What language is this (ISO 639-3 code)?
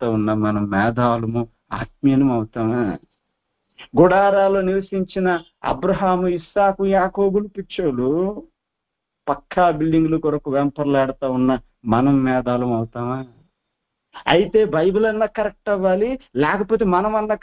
tel